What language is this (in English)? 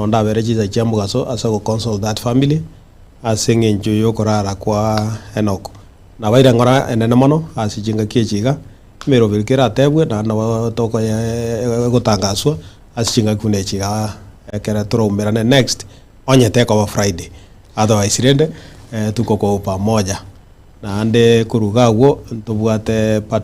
Gusii